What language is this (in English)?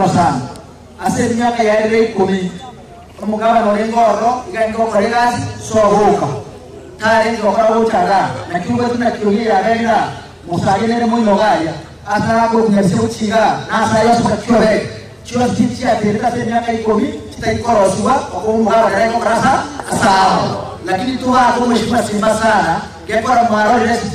Gusii